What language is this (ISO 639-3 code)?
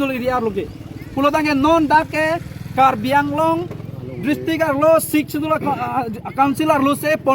mjw